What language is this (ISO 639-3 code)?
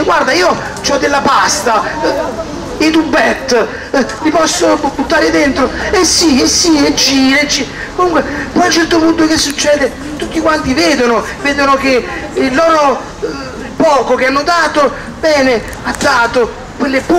ita